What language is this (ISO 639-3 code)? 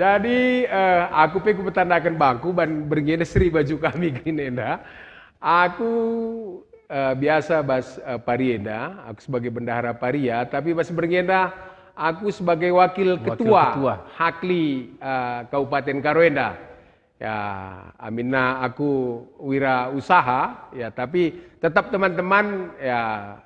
btx